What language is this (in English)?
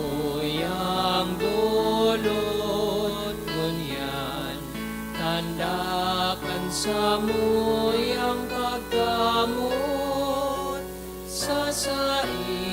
Bikol